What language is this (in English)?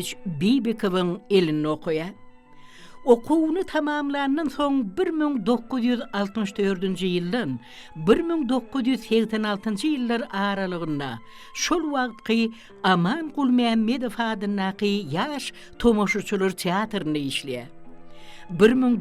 Turkmen